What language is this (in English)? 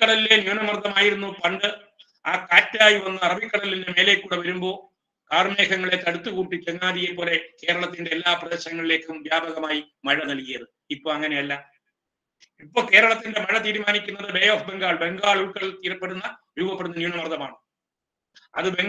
Malayalam